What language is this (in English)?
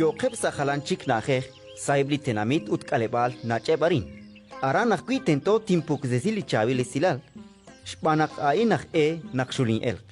Kekchí